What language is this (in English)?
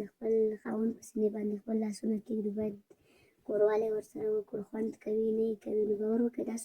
Pashto